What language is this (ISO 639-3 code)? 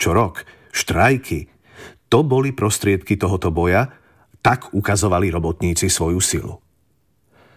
slk